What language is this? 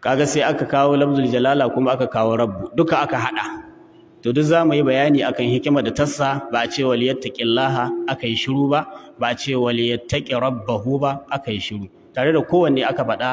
Hausa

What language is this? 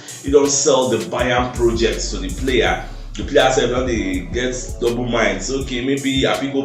Nigerian Pidgin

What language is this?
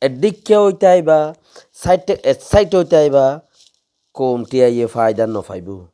Rohingya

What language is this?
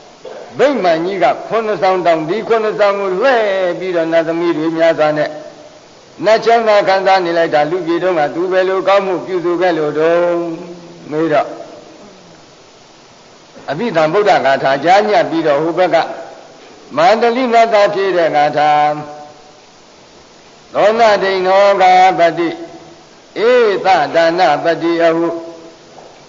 Burmese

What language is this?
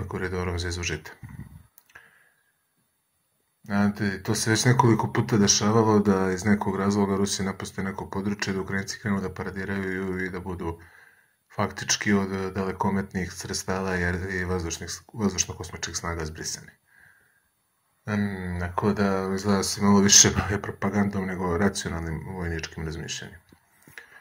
Serbian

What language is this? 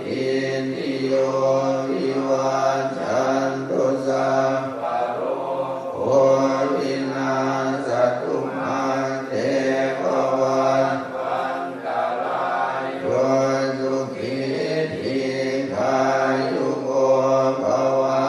Pali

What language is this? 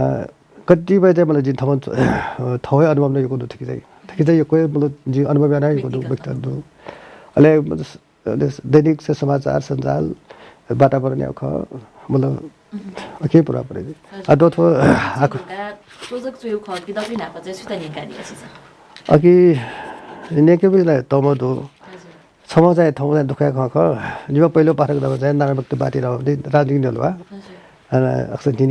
Newari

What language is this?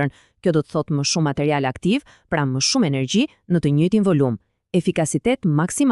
Albanian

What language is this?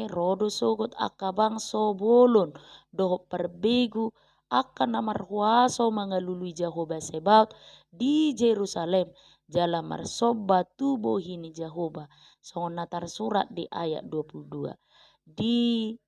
Batak Toba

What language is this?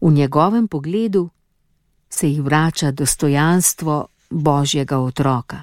Slovenian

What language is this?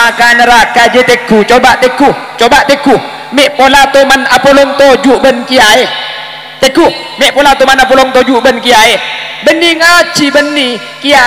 Madurese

